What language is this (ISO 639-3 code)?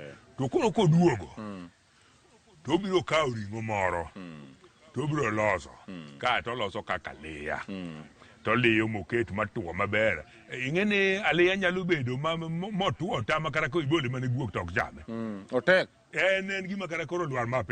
luo